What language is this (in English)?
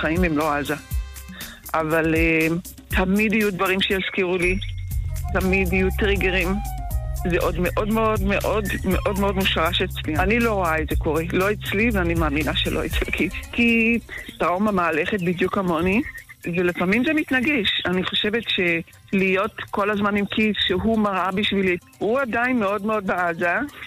Hebrew